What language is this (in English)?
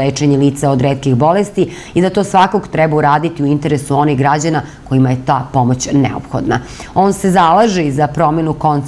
Serbian